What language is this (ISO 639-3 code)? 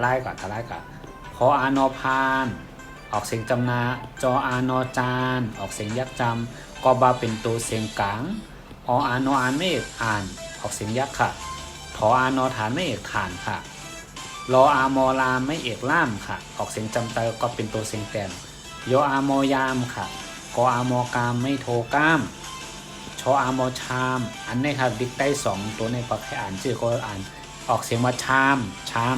shn